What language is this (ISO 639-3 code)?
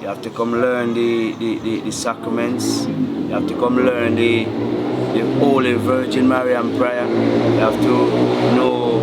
jam